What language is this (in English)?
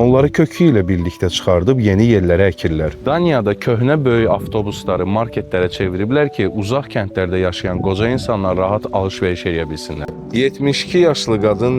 Azerbaijani